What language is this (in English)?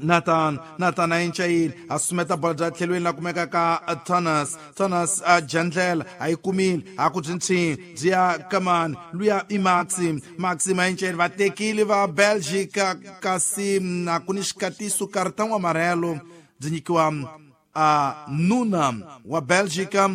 Tsonga